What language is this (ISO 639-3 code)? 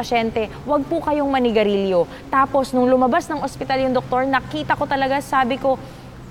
fil